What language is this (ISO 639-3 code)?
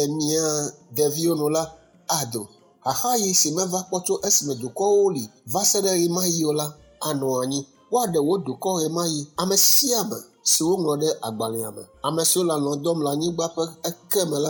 ewe